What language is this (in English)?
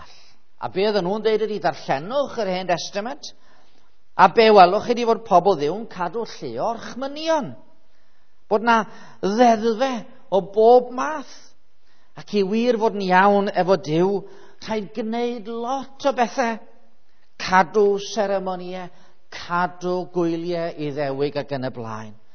Welsh